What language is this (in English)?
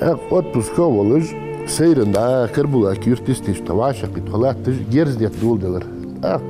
Ingush